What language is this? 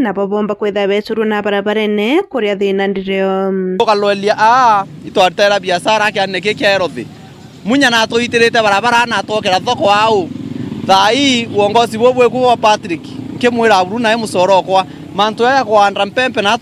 Meru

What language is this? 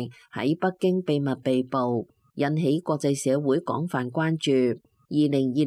Cantonese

